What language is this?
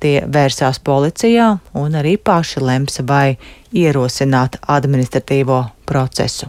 Latvian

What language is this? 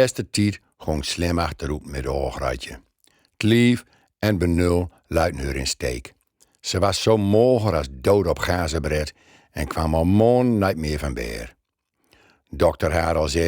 Gronings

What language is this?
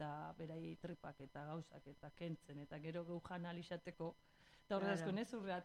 Basque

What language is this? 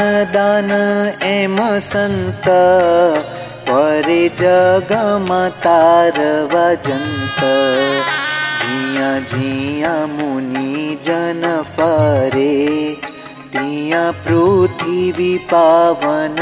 Gujarati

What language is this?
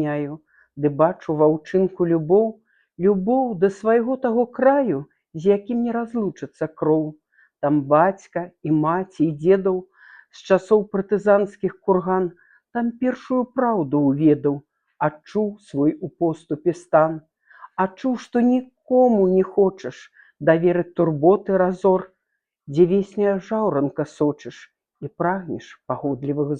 Belarusian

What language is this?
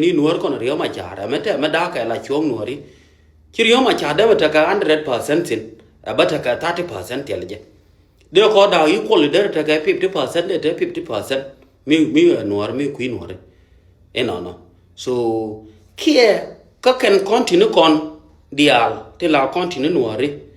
Nuer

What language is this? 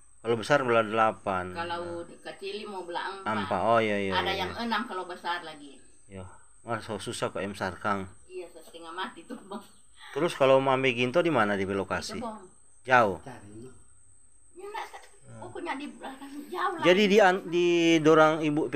Manado Malay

